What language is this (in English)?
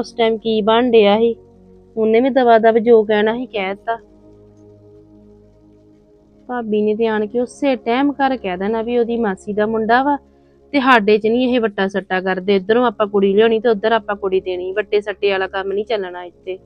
Punjabi